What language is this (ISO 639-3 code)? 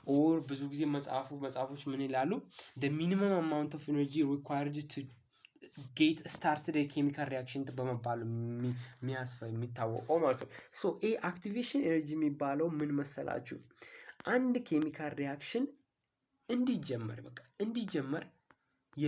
amh